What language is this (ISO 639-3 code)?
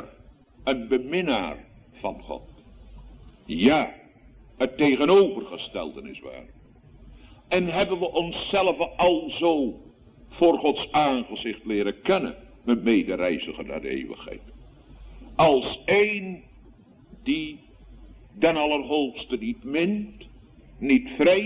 nld